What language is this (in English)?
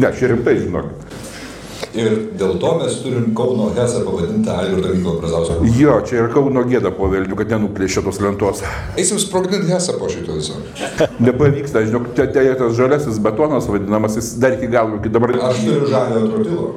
Lithuanian